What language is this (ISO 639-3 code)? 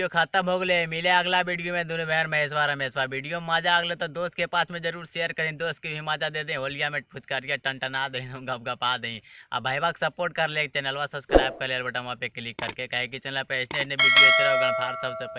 mag